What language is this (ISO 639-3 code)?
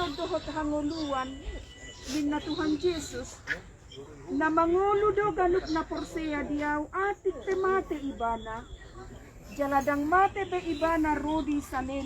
bbc